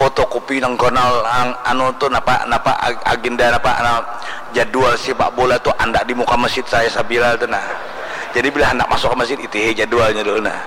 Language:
Banjar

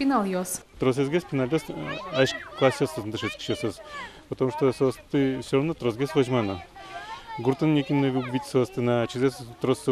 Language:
Udmurt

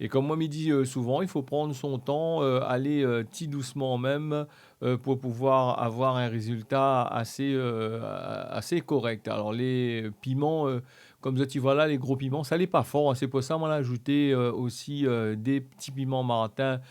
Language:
Réunion Creole French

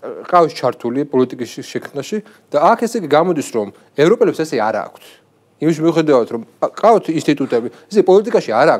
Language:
Georgian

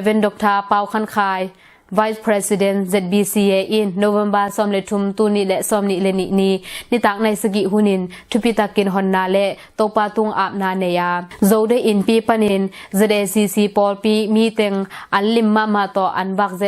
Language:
Tedim Chin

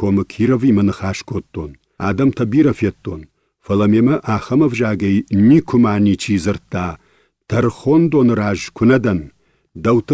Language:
Ossetic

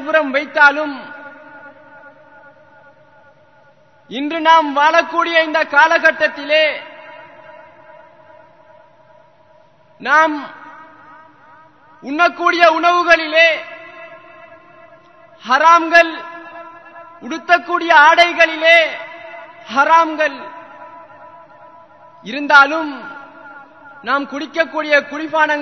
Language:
Tamil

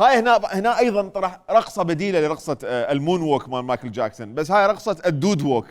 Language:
Mesopotamian Arabic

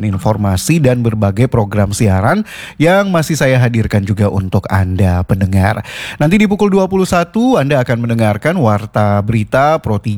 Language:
Indonesian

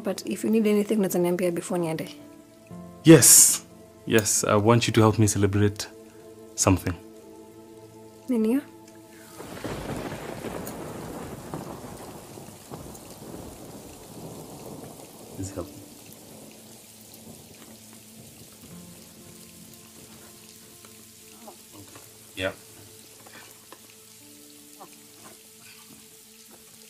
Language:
Swahili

